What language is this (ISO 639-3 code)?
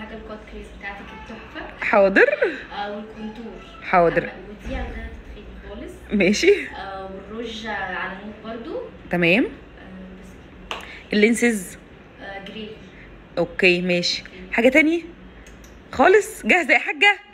arz